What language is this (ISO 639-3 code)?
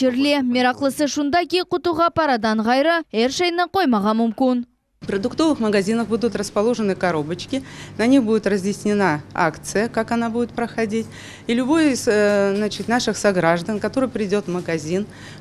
crh